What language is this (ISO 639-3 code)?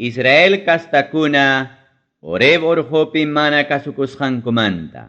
quy